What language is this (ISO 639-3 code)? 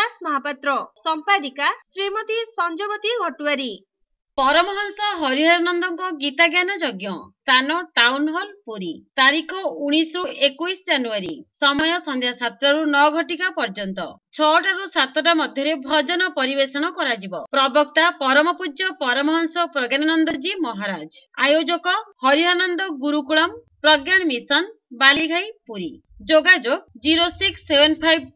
ori